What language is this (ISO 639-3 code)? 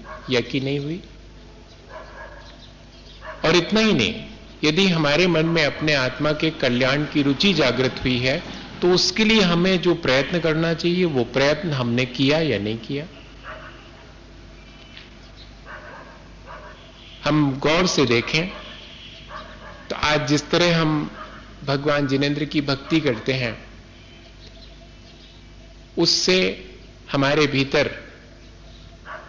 hin